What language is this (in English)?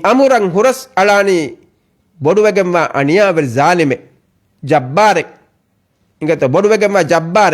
Divehi